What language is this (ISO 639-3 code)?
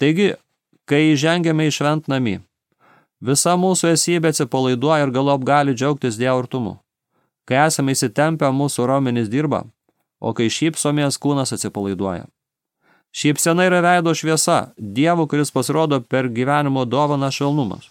lit